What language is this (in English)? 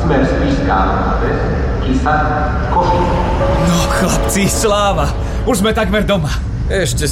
Slovak